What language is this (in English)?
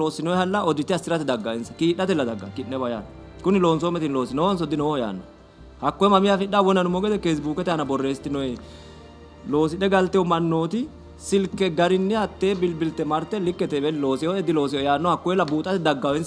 Sidamo